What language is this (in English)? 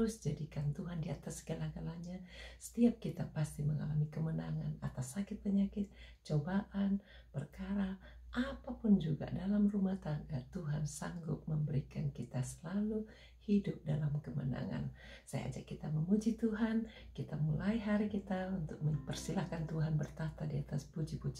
Indonesian